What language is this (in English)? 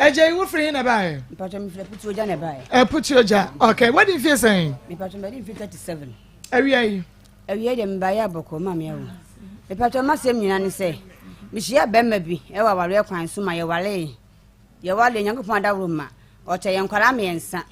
Akan